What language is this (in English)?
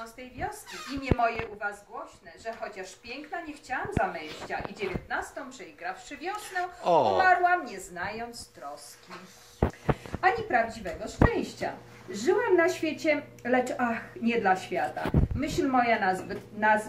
Polish